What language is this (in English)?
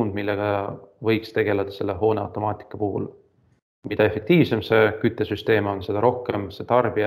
Estonian